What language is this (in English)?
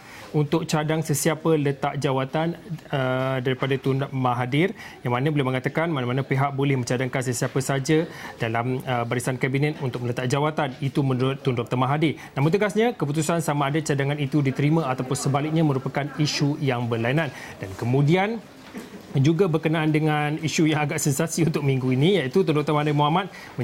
Malay